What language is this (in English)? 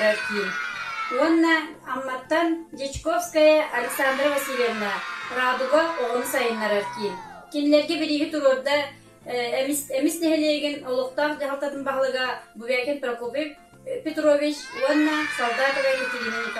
Yakut